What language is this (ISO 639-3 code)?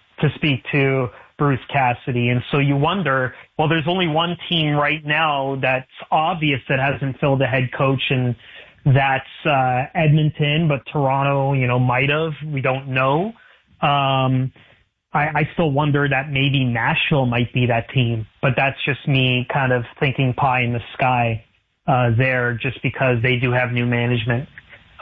eng